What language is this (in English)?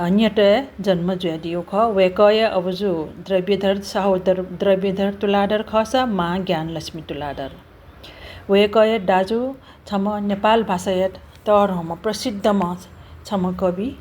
Newari